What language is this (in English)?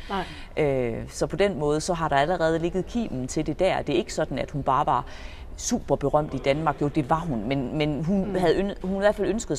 Danish